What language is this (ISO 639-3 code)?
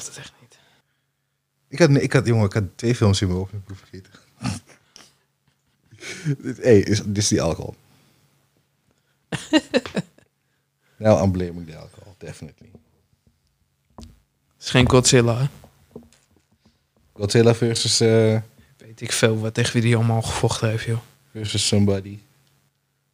nld